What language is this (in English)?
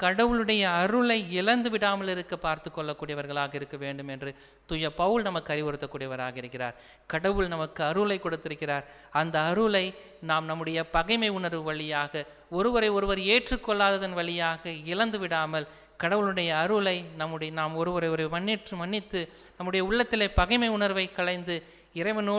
Tamil